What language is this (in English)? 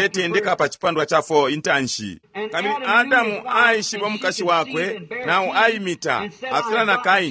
Bemba